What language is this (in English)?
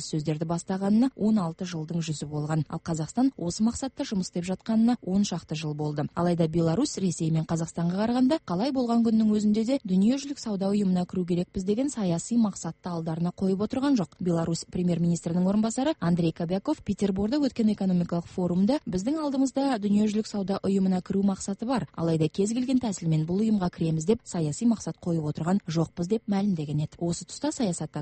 Kazakh